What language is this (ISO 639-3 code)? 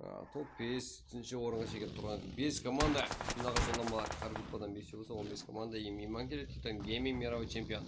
kaa